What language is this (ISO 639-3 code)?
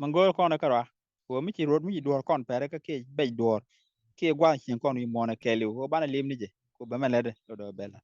nus